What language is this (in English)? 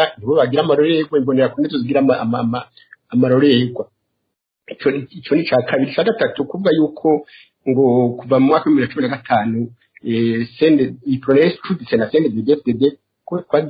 Rundi